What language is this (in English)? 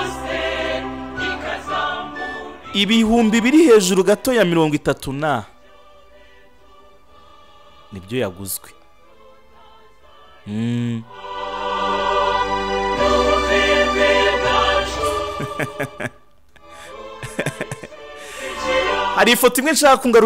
Kinyarwanda